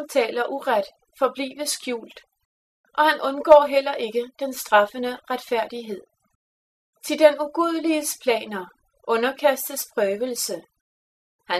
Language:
Danish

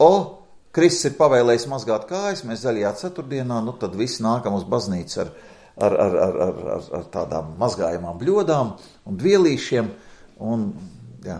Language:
Latvian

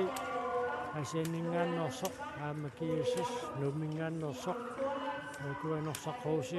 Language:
Kalaallisut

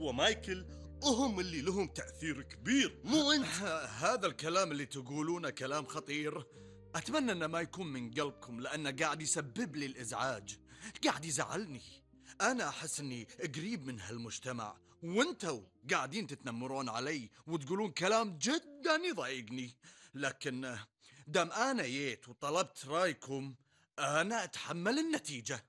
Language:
Gulf Arabic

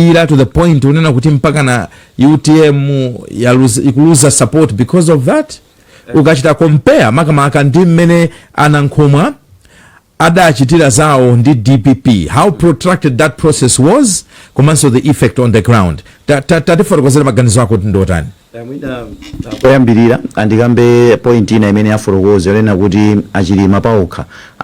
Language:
Nyanja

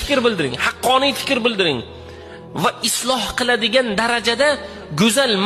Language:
Uzbek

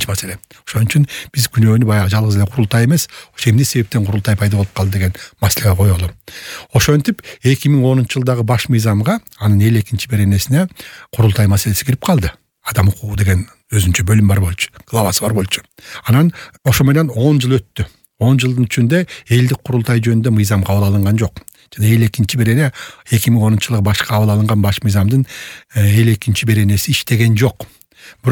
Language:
Kyrgyz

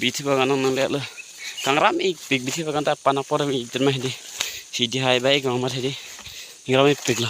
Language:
Karbi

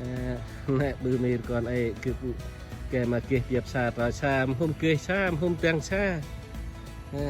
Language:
Central Mnong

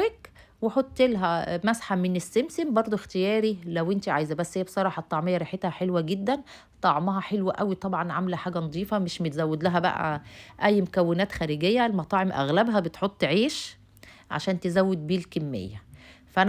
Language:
Egyptian Arabic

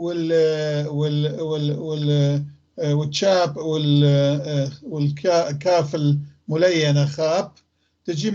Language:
North Levantine Arabic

